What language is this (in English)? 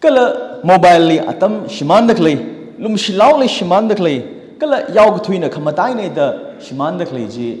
Tangkhul Naga (India)